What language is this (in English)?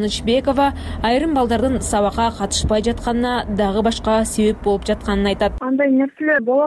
Kyrgyz